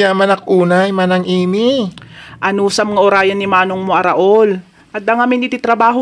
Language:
Iloko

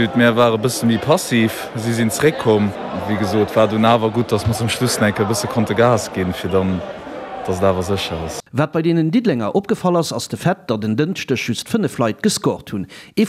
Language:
Luxembourgish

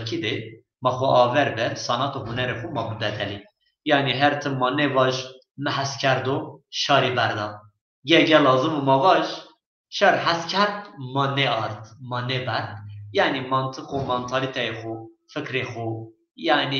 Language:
Zaza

